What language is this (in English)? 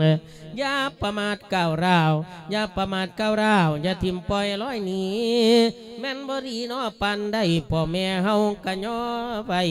Lao